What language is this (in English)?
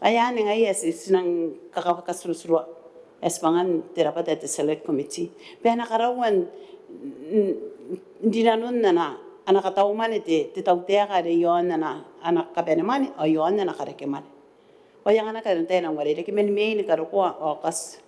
Gilbertese